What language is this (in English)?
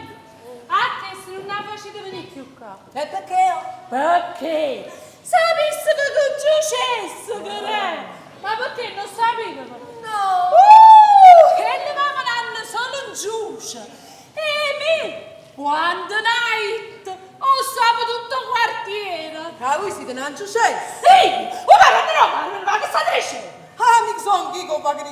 Neapolitan